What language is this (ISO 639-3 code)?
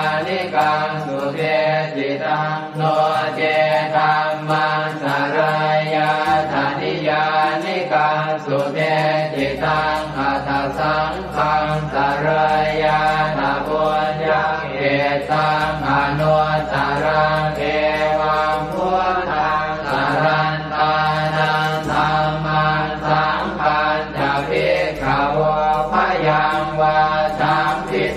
pli